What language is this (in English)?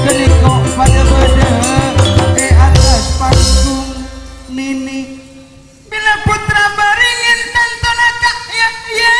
Madurese